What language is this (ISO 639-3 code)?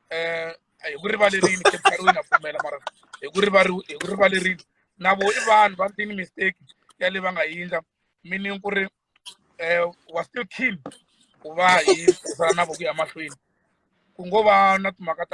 tso